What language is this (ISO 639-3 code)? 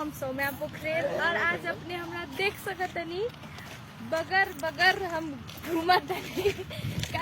mai